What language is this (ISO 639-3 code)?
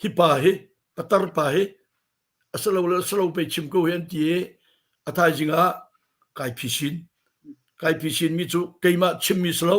cnh